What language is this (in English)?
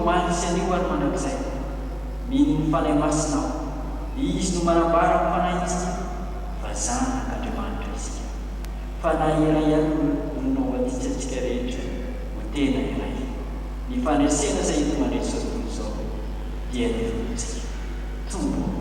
Malagasy